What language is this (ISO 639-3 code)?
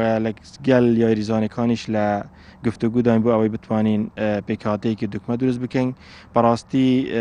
ckb